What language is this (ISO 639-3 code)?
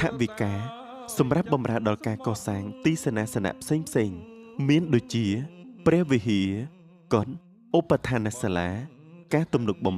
khm